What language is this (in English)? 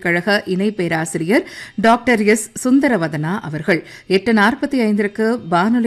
Tamil